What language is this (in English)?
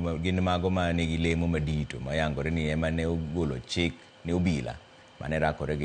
Luo (Kenya and Tanzania)